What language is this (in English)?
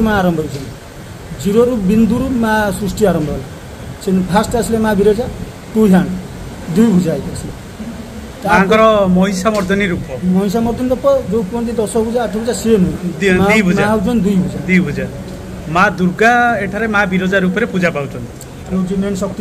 Odia